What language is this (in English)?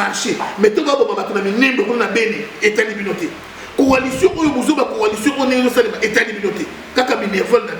Lingala